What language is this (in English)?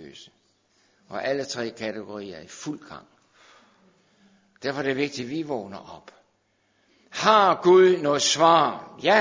Danish